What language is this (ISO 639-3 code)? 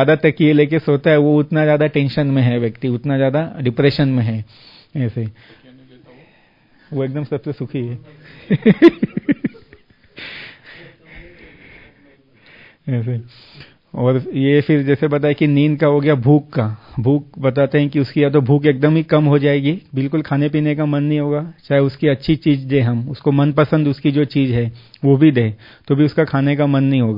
hin